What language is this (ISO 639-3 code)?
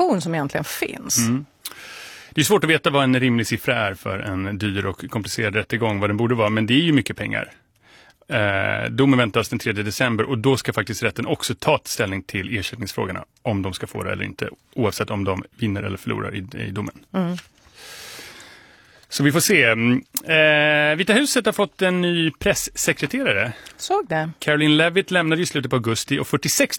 swe